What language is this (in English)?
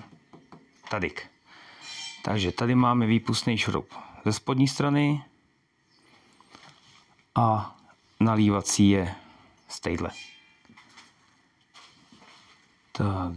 Czech